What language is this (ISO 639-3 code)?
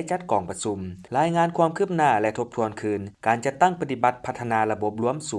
lao